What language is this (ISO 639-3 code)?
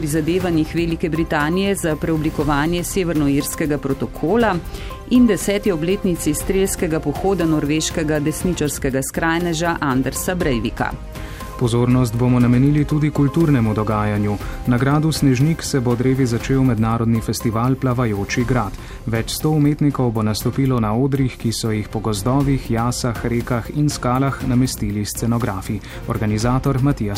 slv